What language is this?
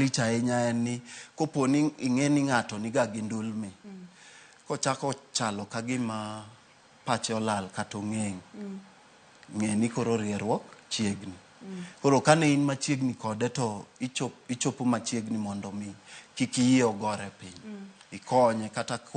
Luo (Kenya and Tanzania)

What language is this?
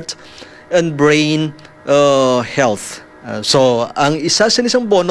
Hiligaynon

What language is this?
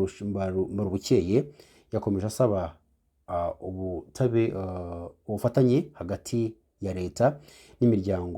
Kinyarwanda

